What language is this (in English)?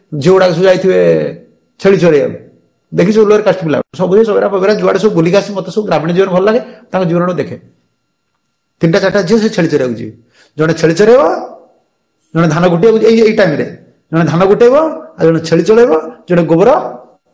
Odia